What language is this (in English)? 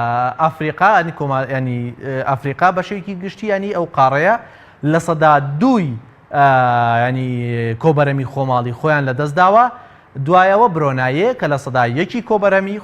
Central Kurdish